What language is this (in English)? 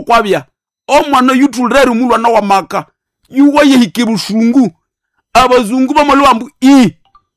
Nande